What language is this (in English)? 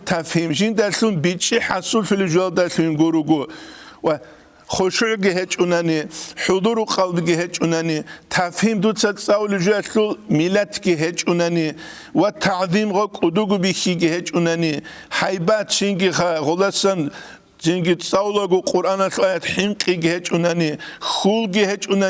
Avaric